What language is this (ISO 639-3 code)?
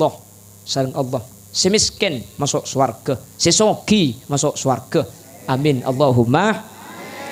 mad